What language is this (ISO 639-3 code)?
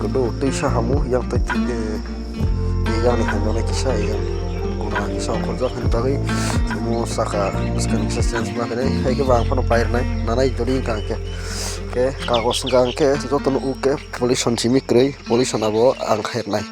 trp